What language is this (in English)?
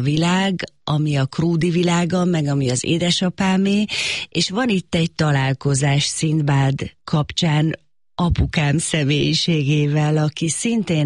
Hungarian